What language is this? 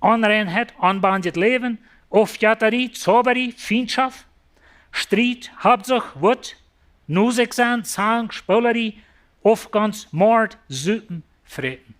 Plautdietsch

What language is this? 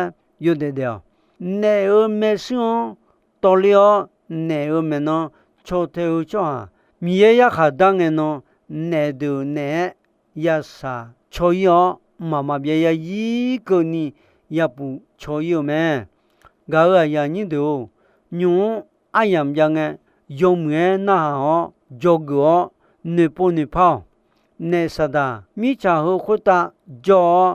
Akha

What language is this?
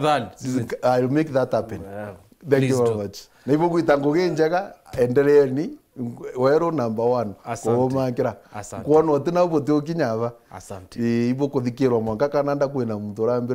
Meru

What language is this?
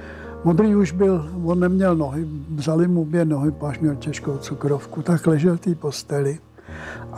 Czech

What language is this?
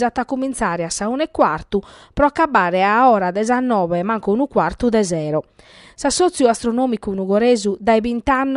Sardinian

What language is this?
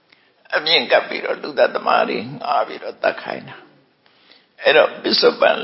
Burmese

